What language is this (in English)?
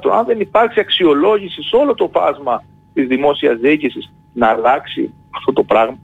Greek